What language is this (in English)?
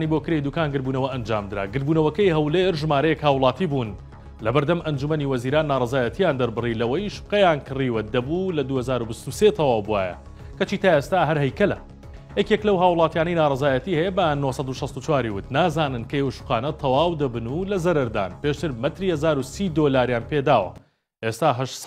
Central Kurdish